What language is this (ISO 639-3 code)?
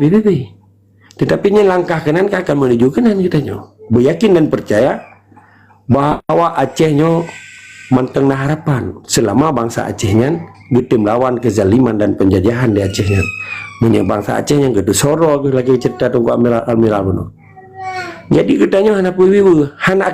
ace